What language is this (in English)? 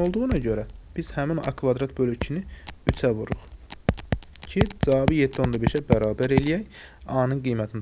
Azerbaijani